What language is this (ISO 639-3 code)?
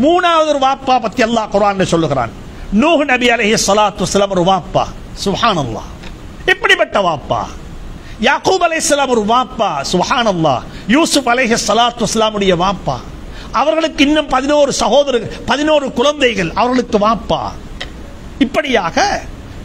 tam